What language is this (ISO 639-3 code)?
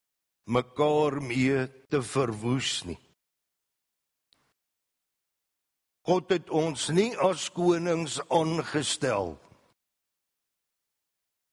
afr